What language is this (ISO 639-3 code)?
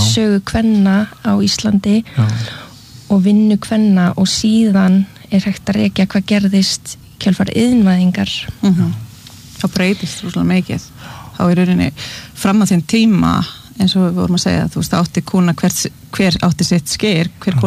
isl